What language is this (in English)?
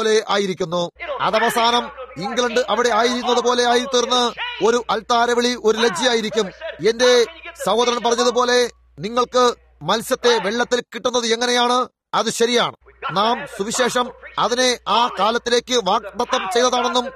Malayalam